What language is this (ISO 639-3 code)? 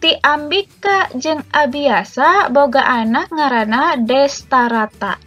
sun